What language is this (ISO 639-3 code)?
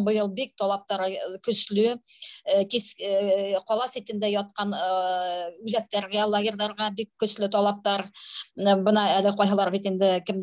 bak